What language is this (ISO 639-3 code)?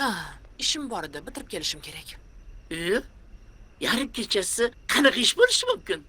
uzb